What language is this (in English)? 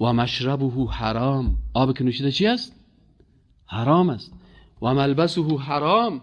Persian